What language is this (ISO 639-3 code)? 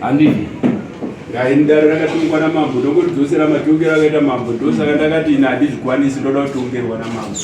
sna